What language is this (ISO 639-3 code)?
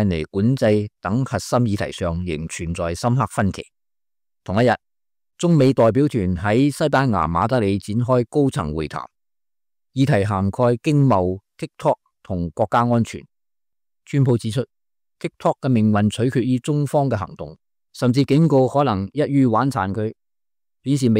yue